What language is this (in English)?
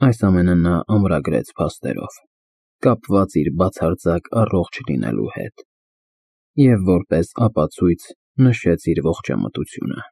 Armenian